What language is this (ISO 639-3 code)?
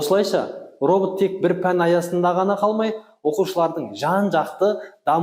kaz